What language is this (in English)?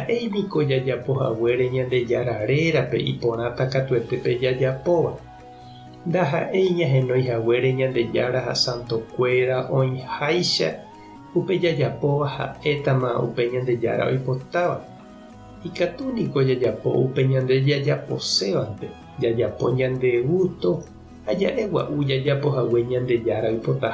Guarani